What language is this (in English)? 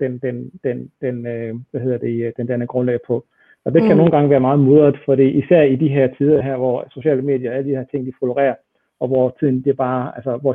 Danish